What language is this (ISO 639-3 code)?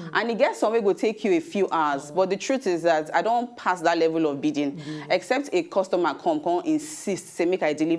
pcm